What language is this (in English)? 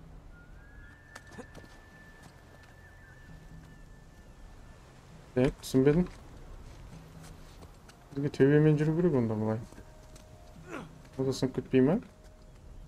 Kazakh